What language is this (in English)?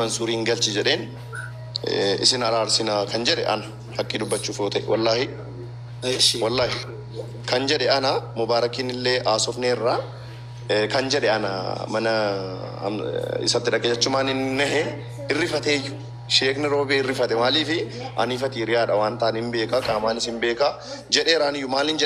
Oromo